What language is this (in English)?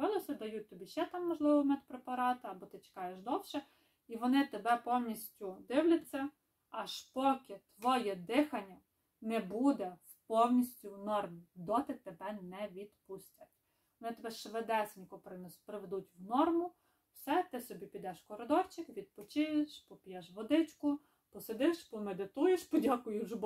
Ukrainian